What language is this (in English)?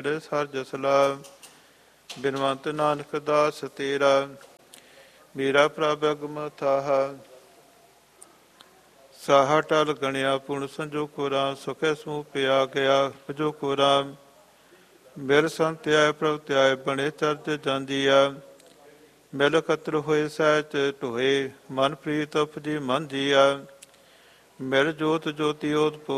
Punjabi